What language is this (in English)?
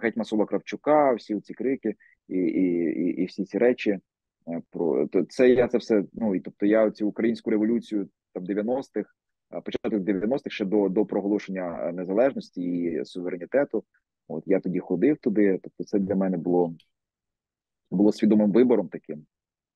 Ukrainian